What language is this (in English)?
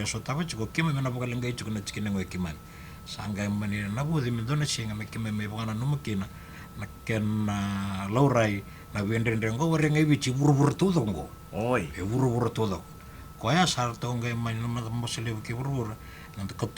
Fijian